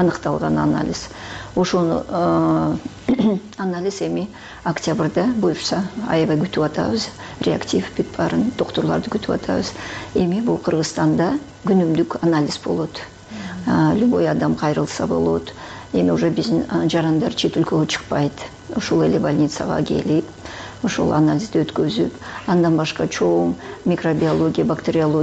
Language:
Kyrgyz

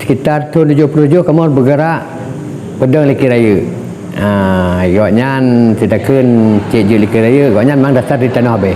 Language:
Achinese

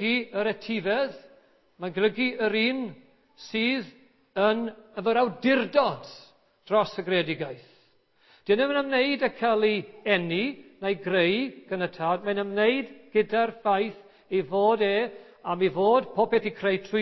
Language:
Welsh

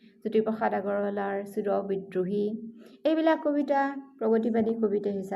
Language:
Assamese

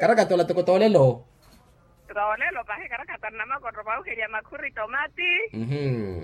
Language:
Makhuwa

